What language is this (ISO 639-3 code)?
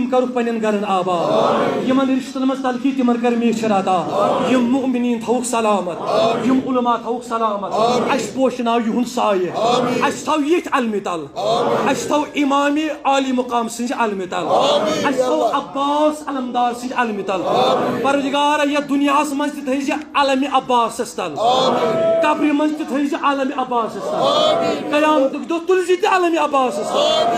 kas